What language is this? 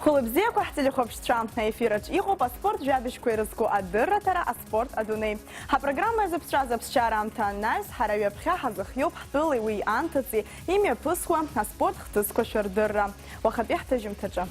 Abkhazian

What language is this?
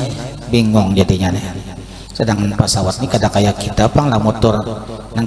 Banjar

